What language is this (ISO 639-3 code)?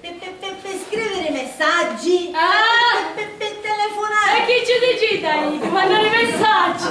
scn